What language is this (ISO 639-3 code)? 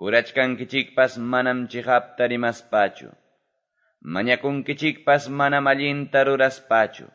que